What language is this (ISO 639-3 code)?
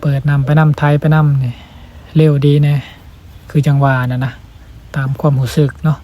lao